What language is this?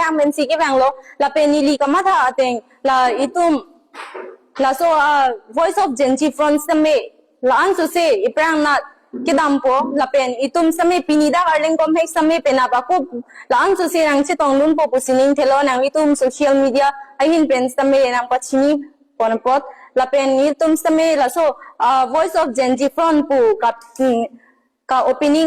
Karbi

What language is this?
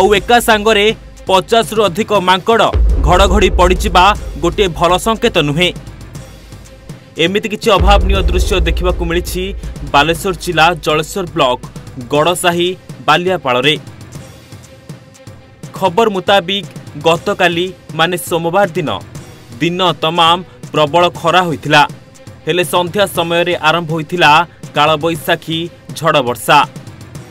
Odia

